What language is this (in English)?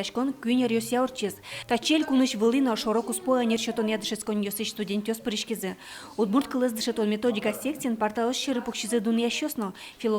Udmurt